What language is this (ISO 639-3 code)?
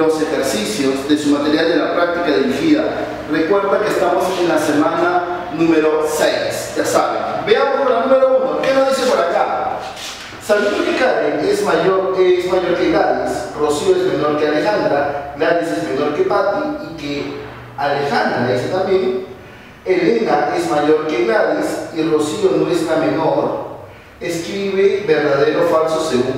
spa